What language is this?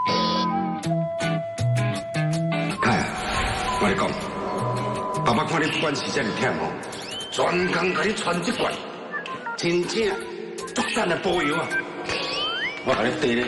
Min Nan Chinese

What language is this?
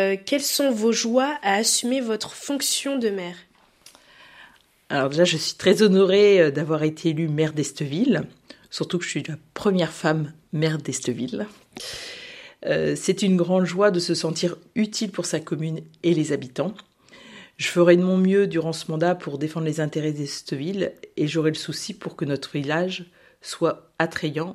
French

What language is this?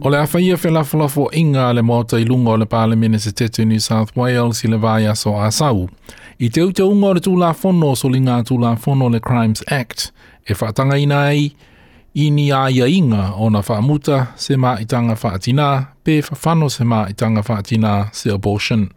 Samoan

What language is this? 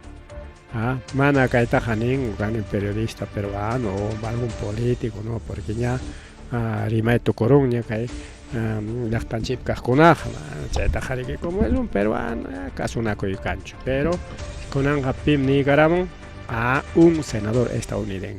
Ayacucho Quechua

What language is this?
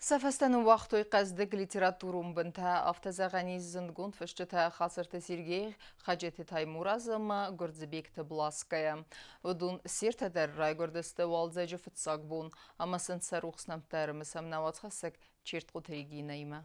Ossetic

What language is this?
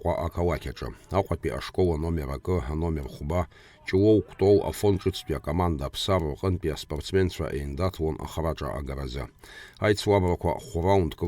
Abkhazian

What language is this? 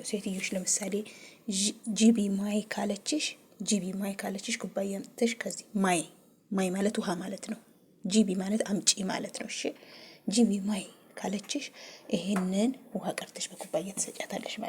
Amharic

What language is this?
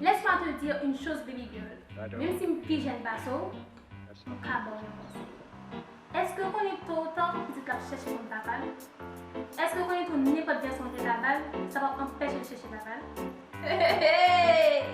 Haitian Creole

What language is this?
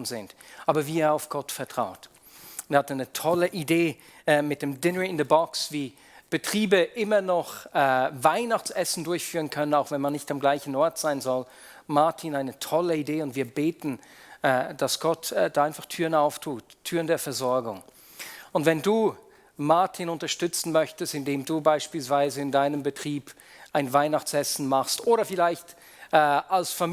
Swiss German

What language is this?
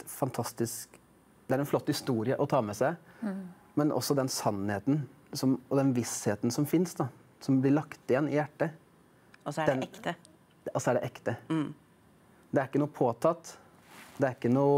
Norwegian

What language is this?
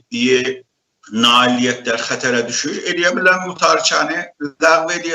South Azerbaijani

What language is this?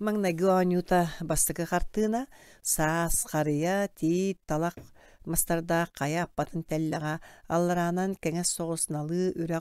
Yakut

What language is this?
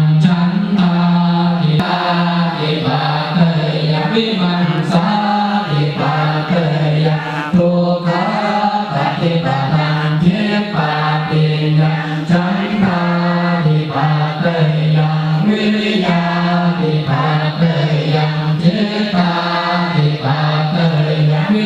Pali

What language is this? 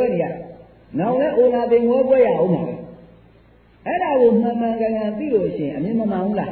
Burmese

